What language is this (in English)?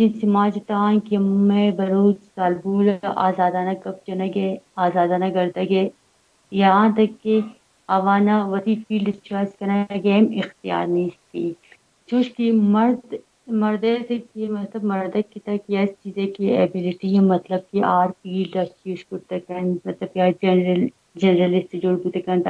Baluchi